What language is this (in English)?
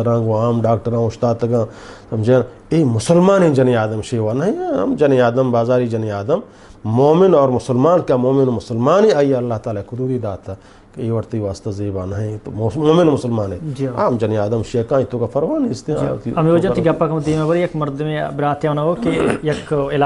Eastern Balochi